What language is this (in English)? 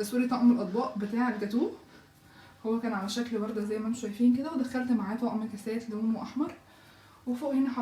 Egyptian Arabic